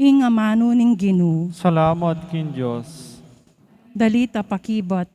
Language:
Pampanga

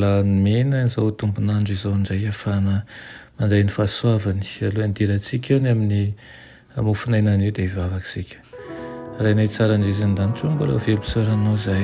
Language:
Malagasy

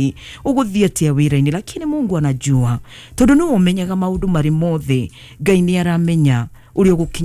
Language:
Kikuyu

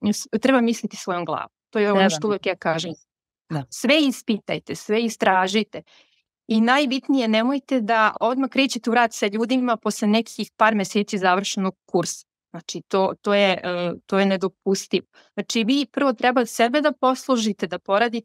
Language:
Serbian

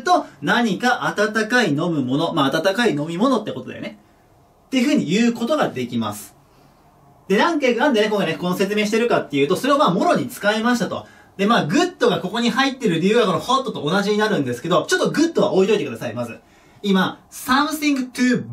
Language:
Japanese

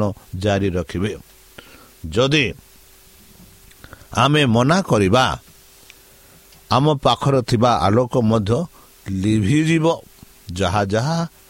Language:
Odia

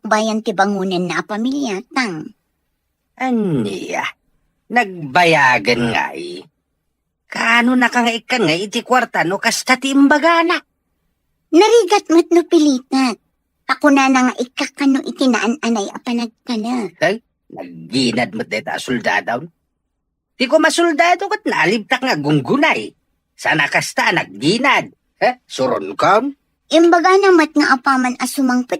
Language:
Iloko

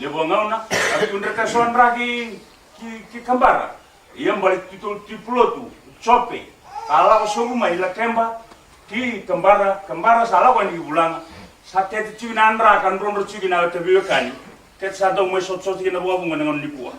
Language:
Fijian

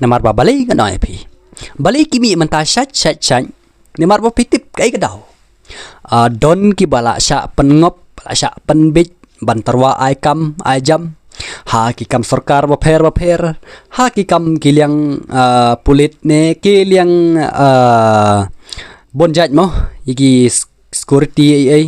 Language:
Khasi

